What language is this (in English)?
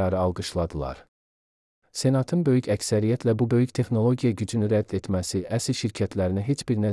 Azerbaijani